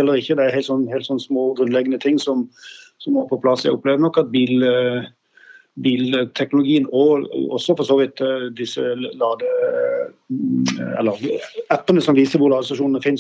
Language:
Norwegian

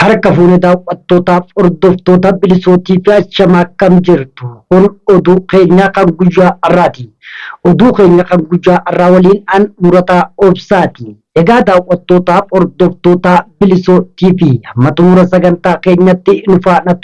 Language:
Oromo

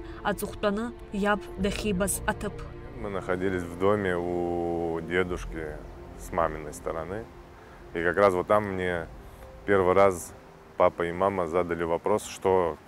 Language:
Abkhazian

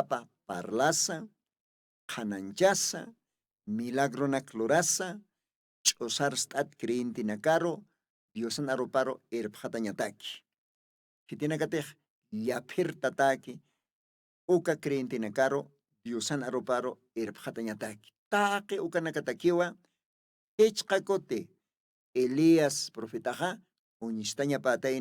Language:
Aymara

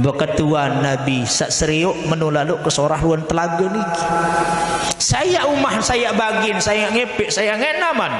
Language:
Sasak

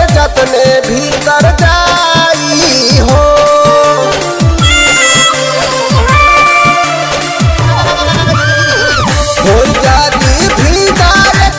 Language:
Bhojpuri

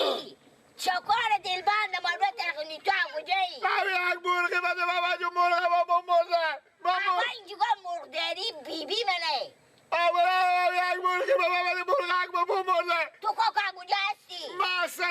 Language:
Persian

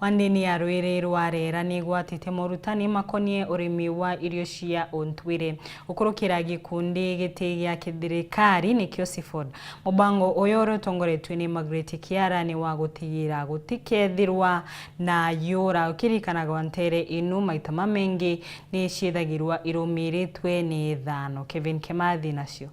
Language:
Meru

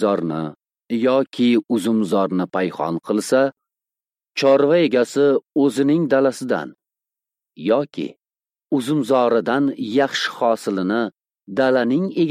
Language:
Uzbek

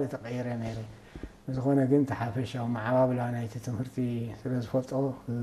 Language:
Tigrinya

